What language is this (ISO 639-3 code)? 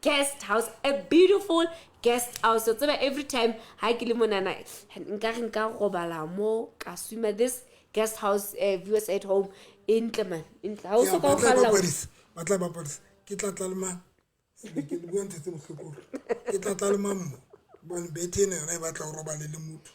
sot